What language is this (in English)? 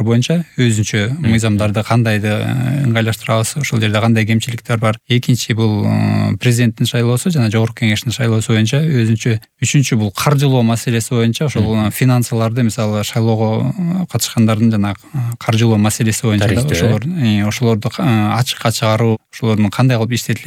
Kyrgyz